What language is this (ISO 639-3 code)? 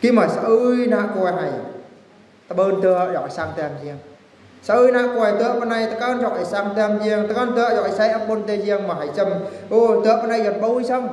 bru